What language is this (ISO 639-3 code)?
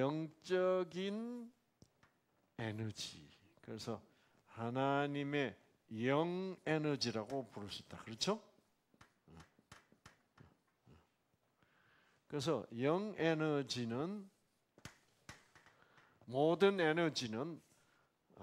kor